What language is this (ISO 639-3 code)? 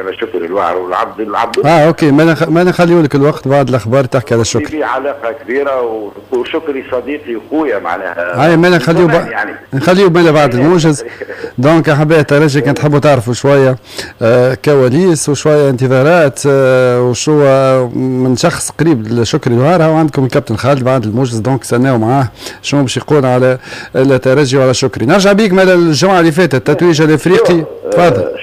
aeb